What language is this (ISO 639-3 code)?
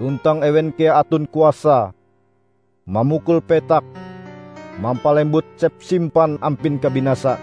nij